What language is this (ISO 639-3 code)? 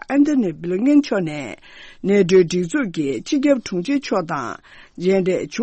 bod